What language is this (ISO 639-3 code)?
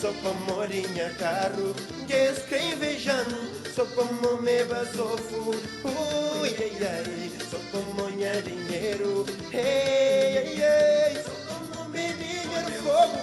kea